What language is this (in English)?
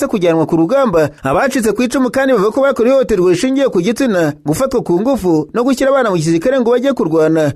Kinyarwanda